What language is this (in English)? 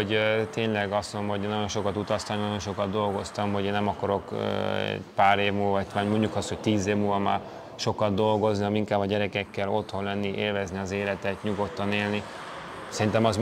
Hungarian